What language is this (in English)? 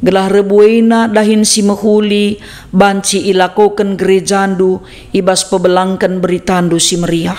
Batak Karo